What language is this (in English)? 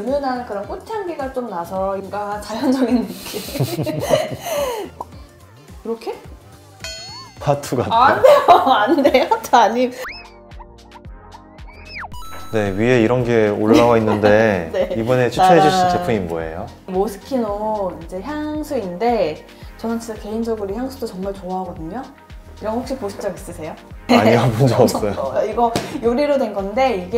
Korean